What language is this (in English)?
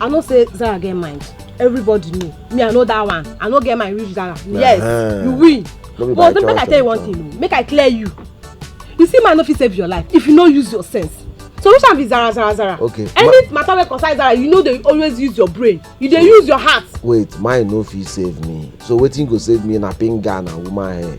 Nigerian Pidgin